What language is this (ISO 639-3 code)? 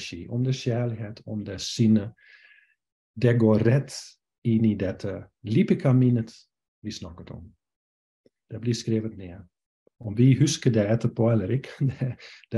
nor